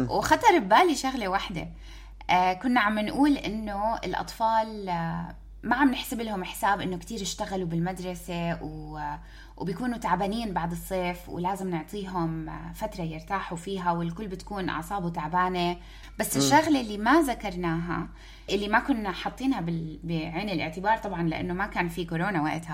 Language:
North Levantine Arabic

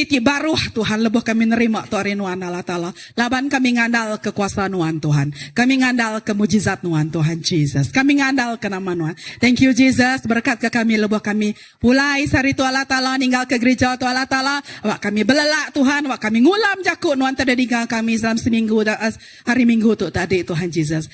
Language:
Iban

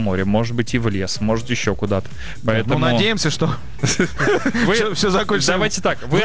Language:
Russian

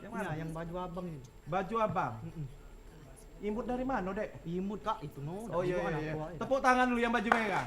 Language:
Musi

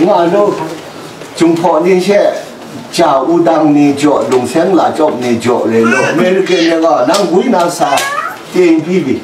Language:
Kachin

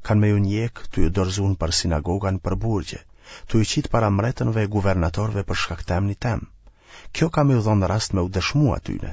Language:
Albanian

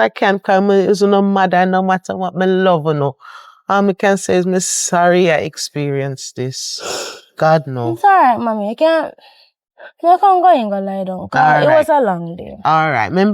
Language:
Jamaican Creole English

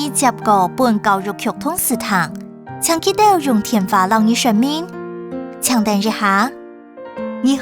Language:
Hakka Chinese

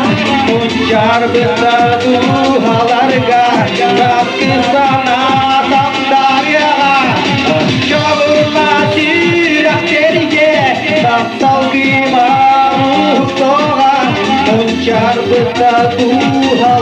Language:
Yakut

